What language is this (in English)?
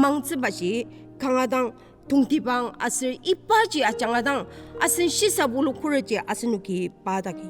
Ao Naga